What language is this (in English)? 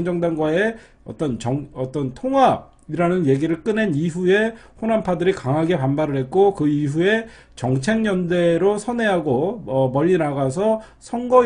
Korean